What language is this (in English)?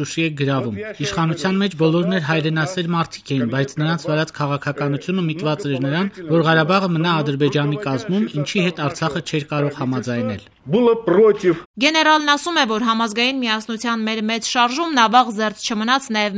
Armenian